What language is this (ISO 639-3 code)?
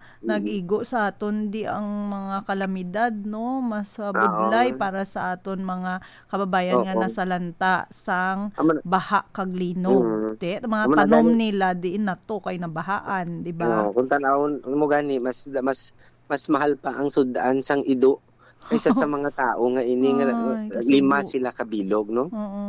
hil